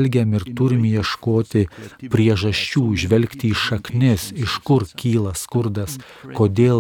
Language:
Lithuanian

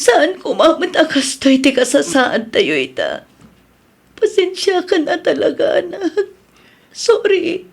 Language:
Iloko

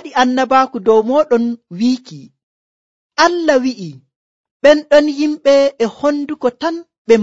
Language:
Nigerian Fulfulde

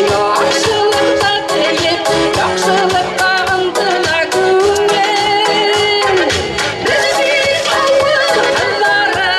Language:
Bashkir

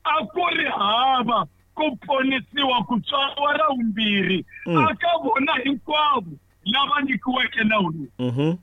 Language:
Tsonga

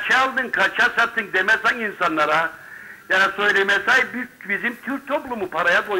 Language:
Turkish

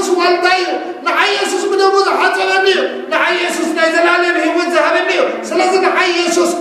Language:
Tigrinya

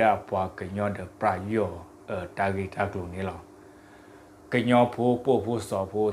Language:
S'gaw Karen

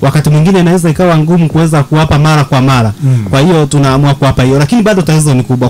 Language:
Swahili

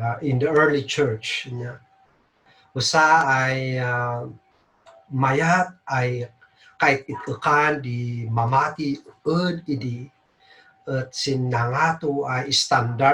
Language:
Kankanaey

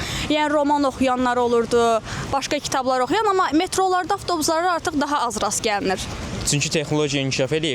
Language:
Azerbaijani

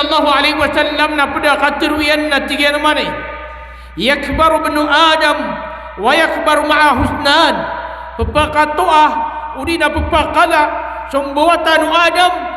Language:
Maranao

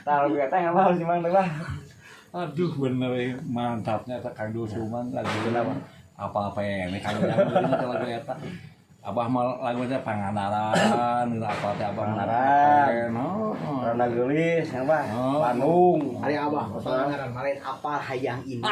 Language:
Sundanese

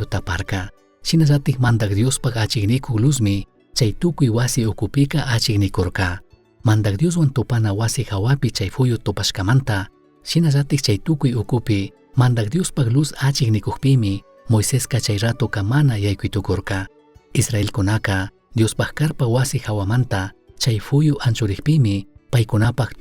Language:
Chimborazo Highland Quichua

